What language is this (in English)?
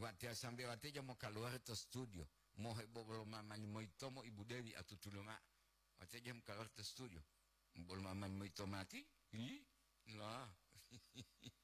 Gorontalo